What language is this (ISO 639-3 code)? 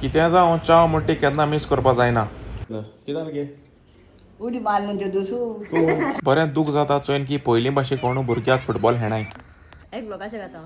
kok